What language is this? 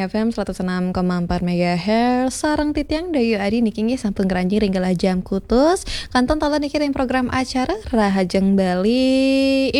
Balinese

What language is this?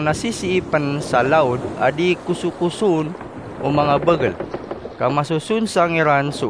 Maranao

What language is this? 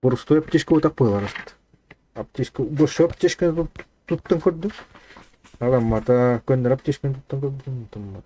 Yakut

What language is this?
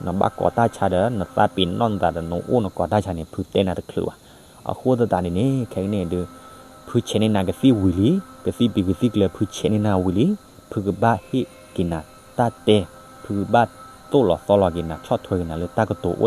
S'gaw Karen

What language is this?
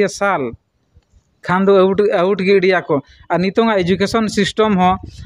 Santali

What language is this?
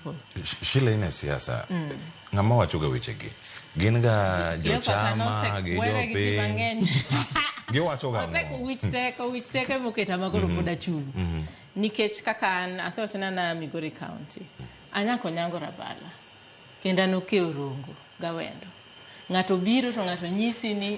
Luo (Kenya and Tanzania)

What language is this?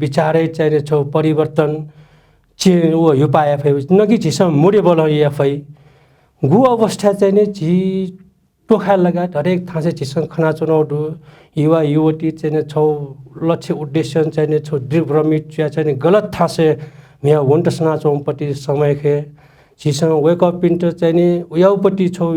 Newari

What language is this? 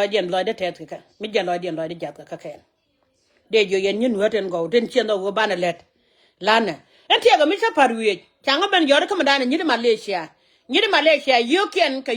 Nuer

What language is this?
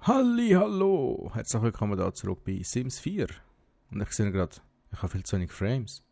Swiss German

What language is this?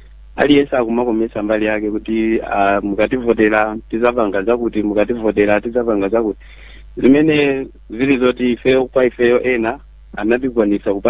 Nyanja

